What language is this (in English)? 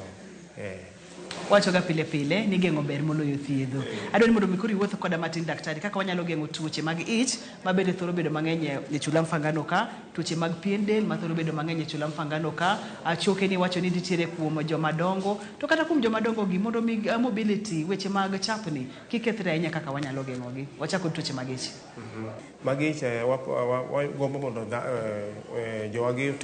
Luo (Kenya and Tanzania)